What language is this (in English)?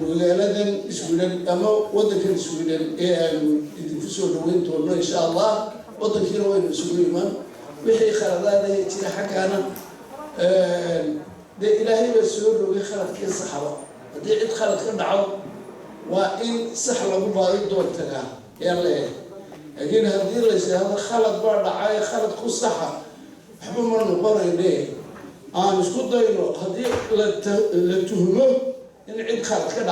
Somali